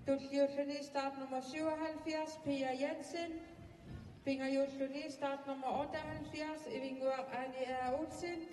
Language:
Kalaallisut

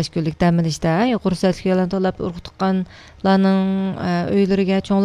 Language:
Uyghur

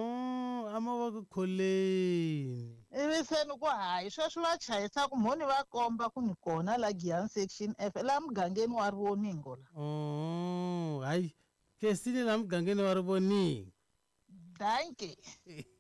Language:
Tsonga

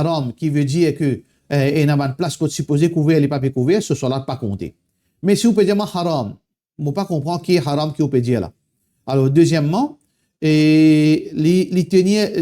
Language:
Morisyen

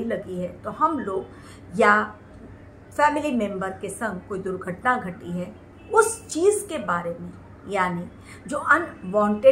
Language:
Hindi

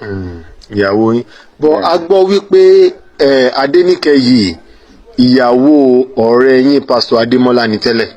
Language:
Yoruba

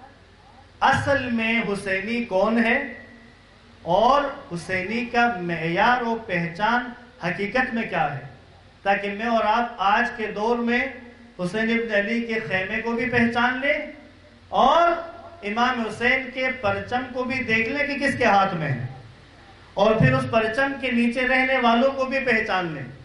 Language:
Urdu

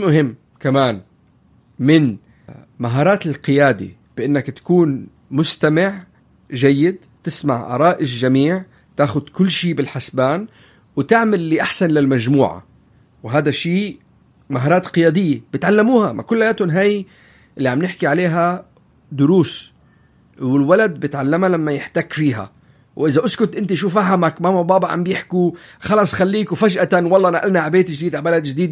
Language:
North Levantine Arabic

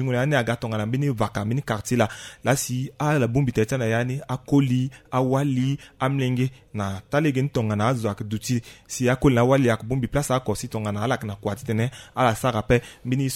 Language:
Sango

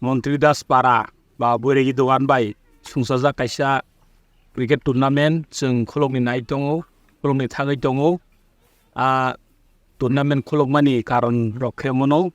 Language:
Kok Borok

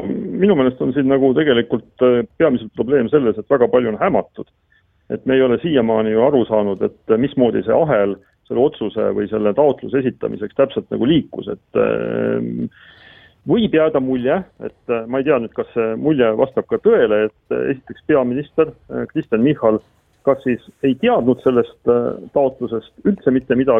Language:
Estonian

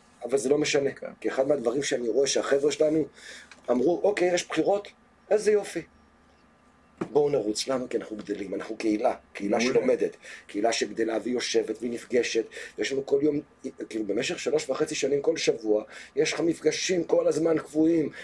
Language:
Hebrew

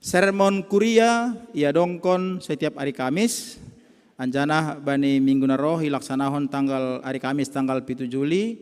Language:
Batak Simalungun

